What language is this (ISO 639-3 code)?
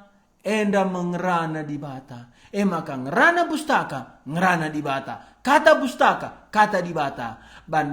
btx